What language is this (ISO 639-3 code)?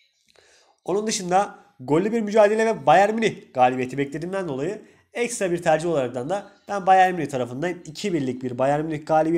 tur